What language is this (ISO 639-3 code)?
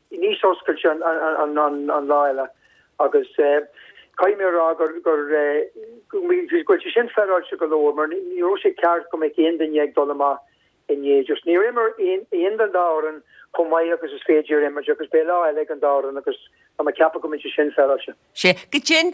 gle